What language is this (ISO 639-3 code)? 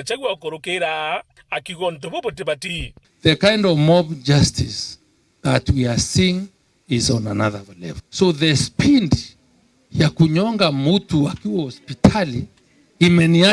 mer